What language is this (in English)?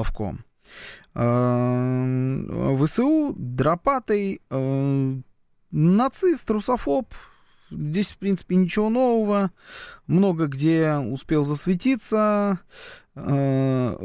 Russian